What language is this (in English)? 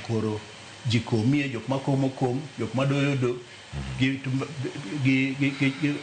Luo (Kenya and Tanzania)